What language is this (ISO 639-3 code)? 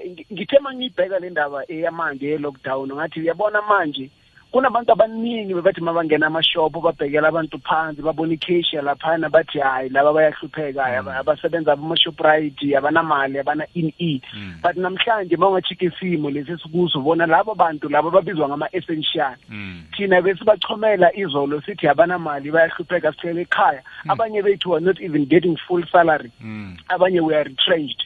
nbl